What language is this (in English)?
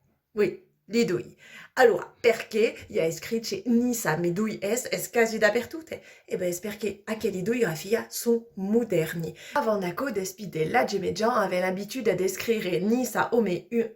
Occitan